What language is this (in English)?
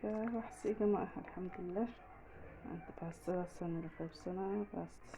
Somali